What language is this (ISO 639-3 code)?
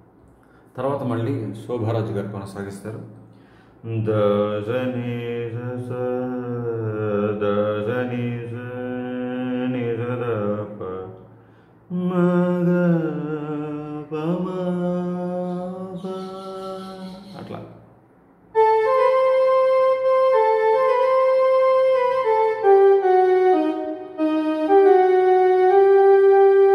tel